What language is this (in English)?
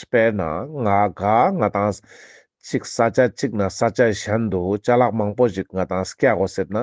Ladakhi